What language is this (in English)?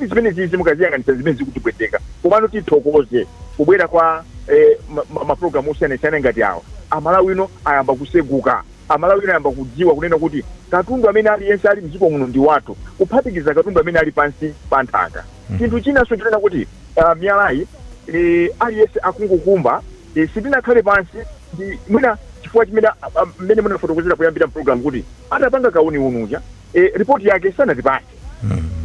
Nyanja